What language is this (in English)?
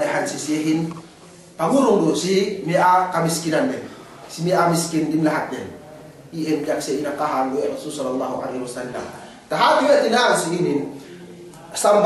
Yakan